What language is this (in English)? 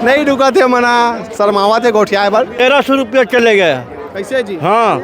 Chhattisgarhi